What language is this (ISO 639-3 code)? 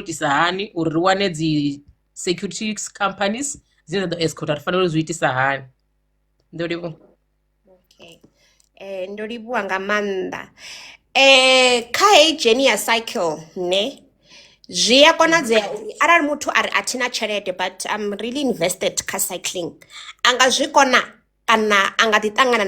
ven